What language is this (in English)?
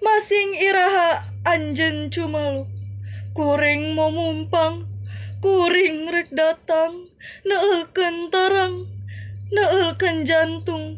Sundanese